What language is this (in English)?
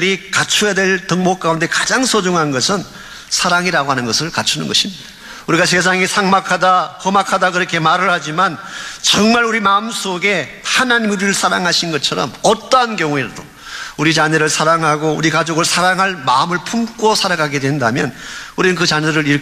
Korean